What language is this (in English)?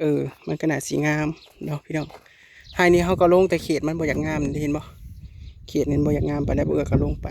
Northeastern Thai